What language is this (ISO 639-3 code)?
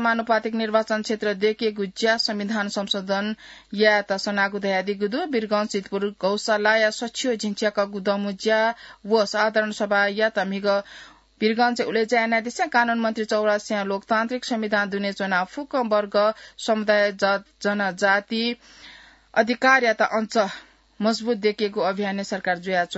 new